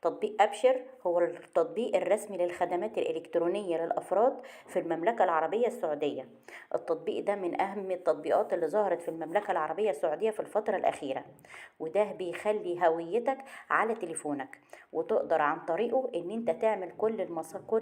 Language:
Egyptian Arabic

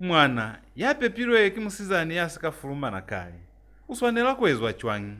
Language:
Lozi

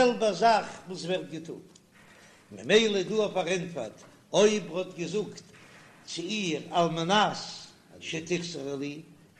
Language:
Yiddish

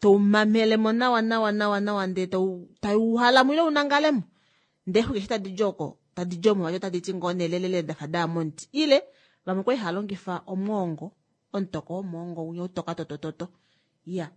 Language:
Kuanyama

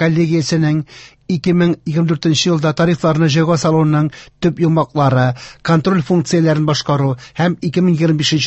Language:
Tatar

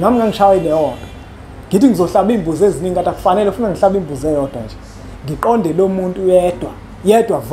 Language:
Zulu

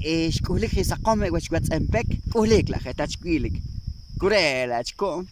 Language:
Poqomchi'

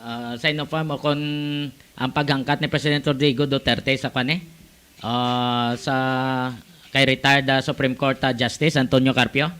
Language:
Hiligaynon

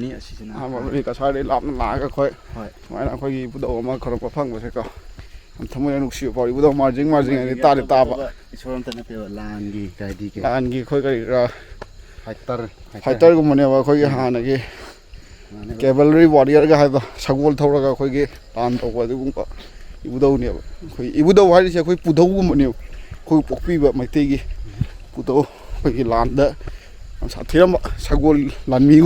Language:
Manipuri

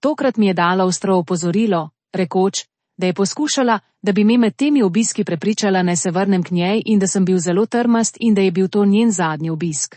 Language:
Slovenian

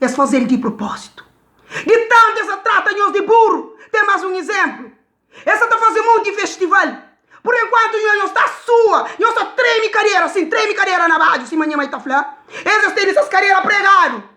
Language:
Kabuverdianu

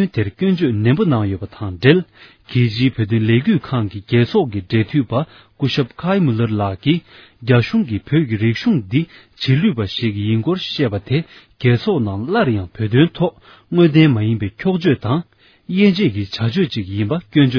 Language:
Tibetan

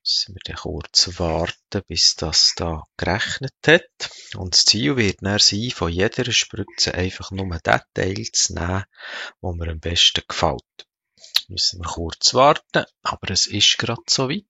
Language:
Swiss German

